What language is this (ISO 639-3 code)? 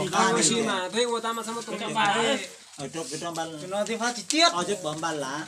hmn